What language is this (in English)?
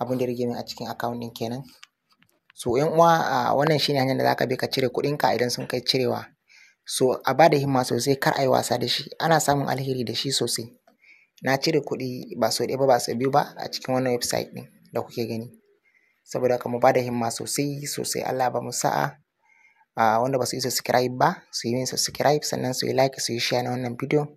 Hausa